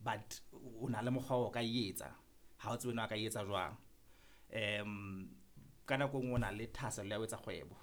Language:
Southern Sotho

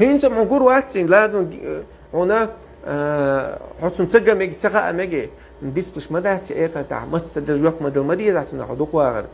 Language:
Chechen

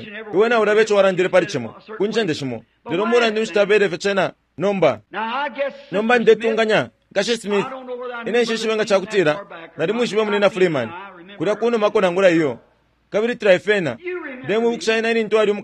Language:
Bemba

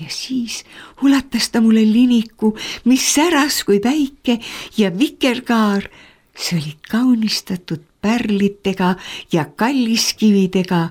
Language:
Estonian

